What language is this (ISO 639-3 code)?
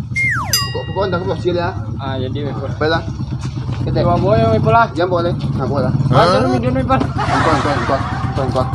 min